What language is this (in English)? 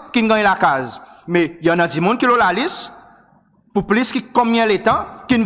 Seselwa Creole French